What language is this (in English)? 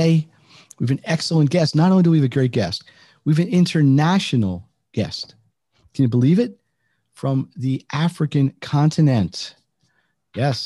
English